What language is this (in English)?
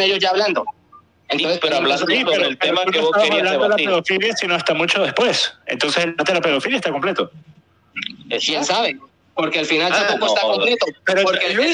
Spanish